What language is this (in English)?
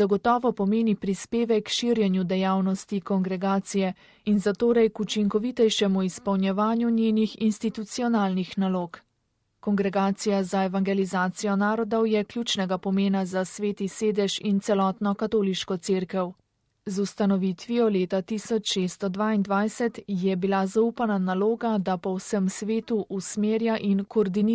Slovenian